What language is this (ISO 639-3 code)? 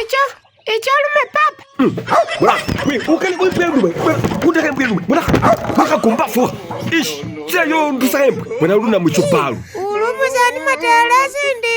myx